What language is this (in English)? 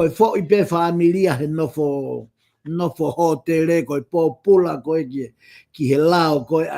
Tongan